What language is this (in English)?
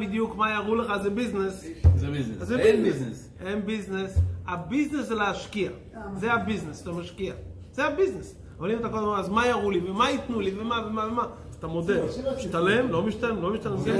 Hebrew